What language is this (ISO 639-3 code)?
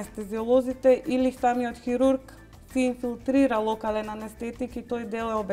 mkd